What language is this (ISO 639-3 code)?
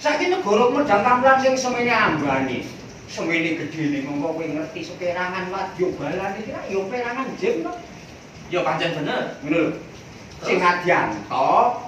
jav